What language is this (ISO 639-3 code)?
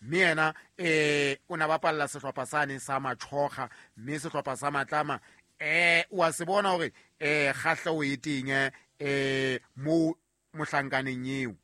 sot